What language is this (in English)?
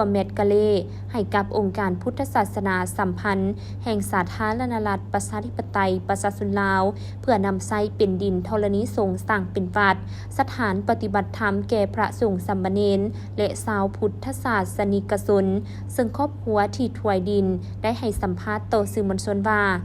Lao